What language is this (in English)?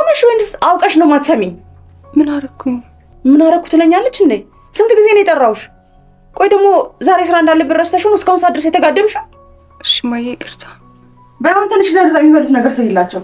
Amharic